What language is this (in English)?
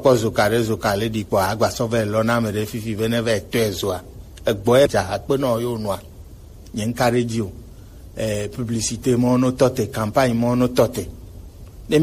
Gen